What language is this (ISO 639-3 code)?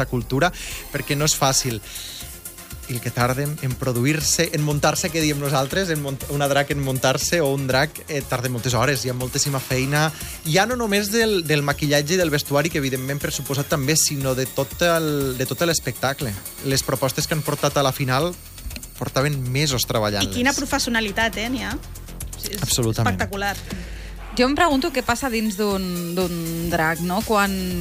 cat